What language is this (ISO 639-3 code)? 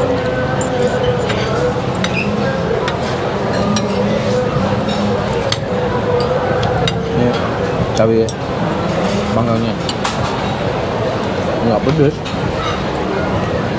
ind